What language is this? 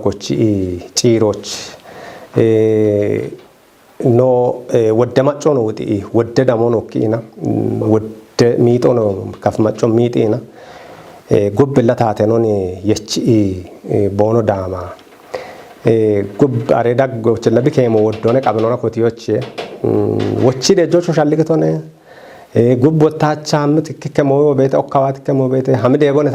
Kafa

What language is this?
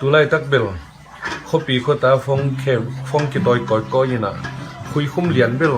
Tedim Chin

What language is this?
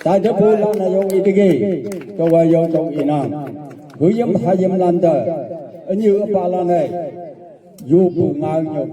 Naga Pidgin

